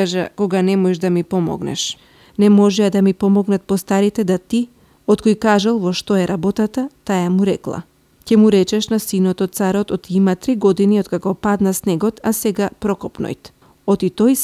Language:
Macedonian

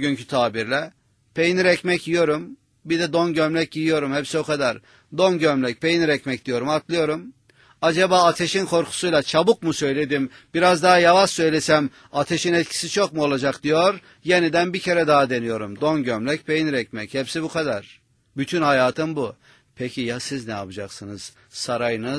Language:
Turkish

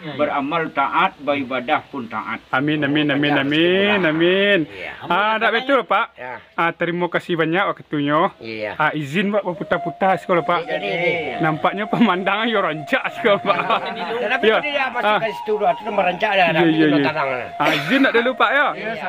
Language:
Minangkabau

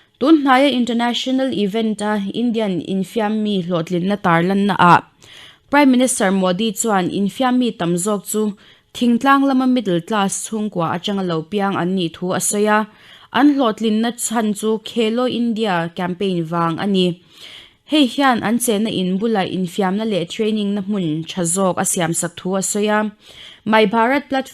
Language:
Mizo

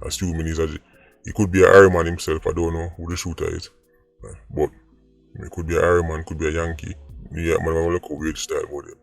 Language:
Jamaican Creole English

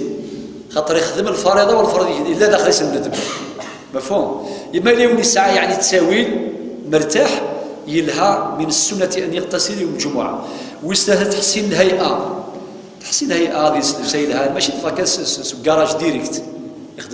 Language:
Kabyle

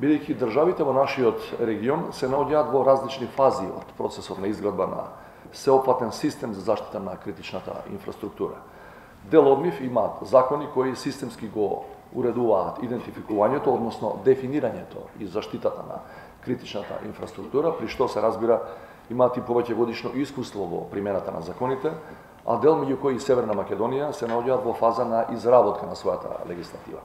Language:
Macedonian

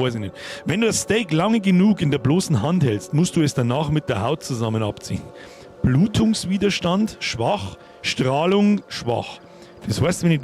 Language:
Bavarian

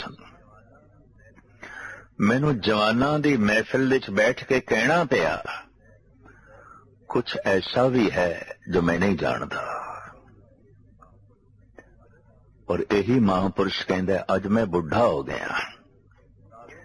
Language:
Punjabi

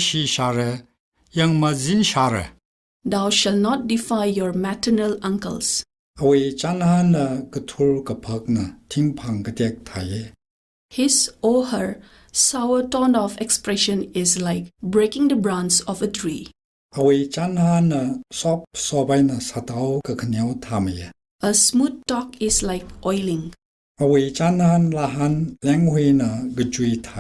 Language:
Tangkhul Naga (India)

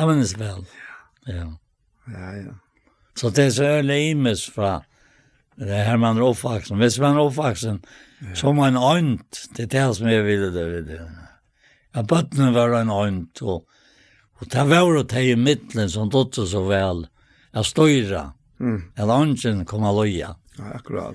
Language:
Faroese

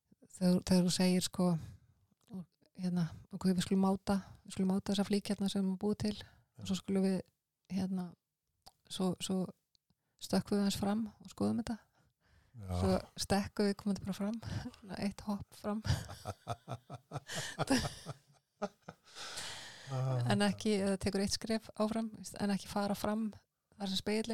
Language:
Icelandic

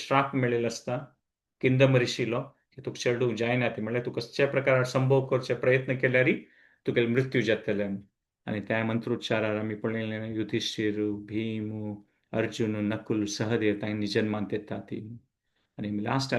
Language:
Konkani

